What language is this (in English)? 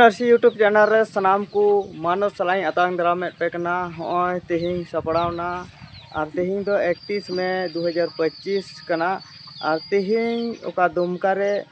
Santali